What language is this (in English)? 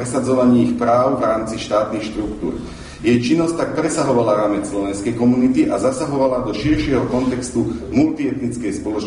Slovak